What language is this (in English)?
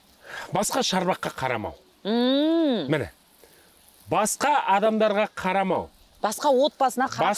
Kazakh